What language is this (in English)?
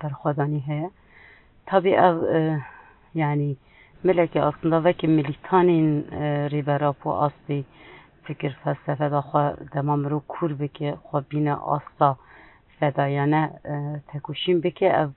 Kurdish